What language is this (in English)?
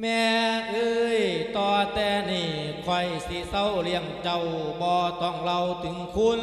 Lao